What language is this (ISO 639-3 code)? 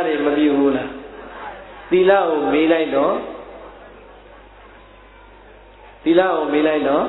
mya